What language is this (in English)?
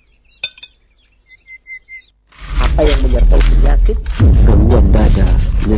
Indonesian